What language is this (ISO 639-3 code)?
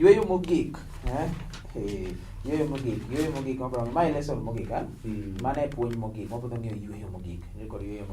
luo